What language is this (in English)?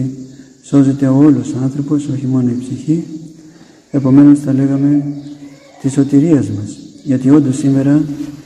Greek